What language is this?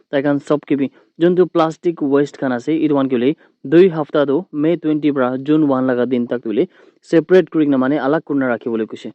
Naga Pidgin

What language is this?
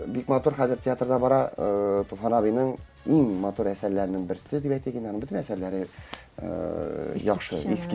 Tatar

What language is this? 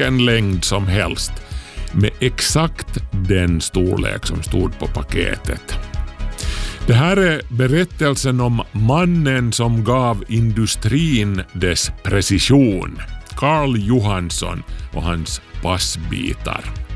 Swedish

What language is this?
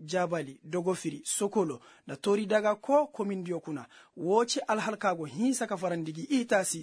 Koyraboro Senni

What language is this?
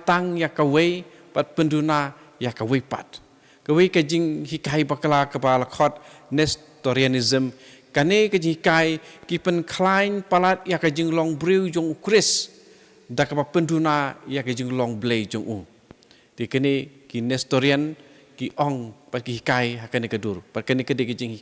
Khasi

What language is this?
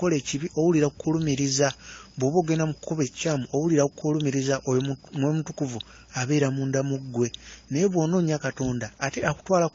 Ganda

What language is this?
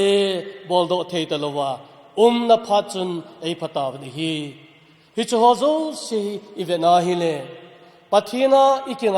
Thado Chin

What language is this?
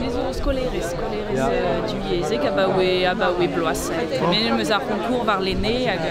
Breton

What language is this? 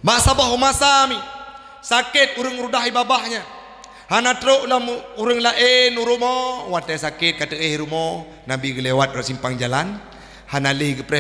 Achinese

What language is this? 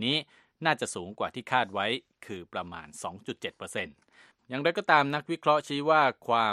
Thai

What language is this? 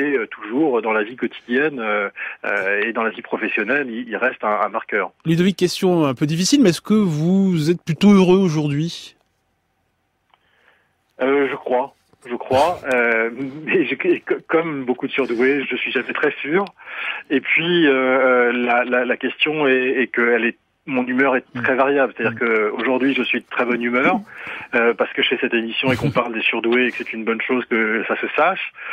French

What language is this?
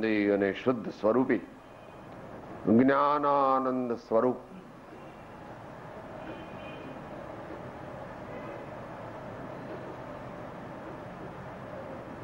Gujarati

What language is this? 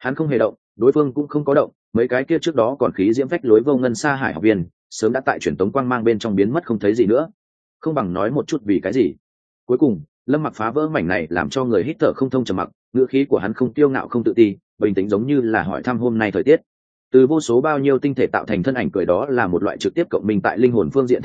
Vietnamese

